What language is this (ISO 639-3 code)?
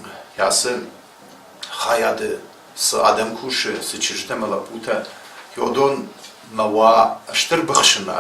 oss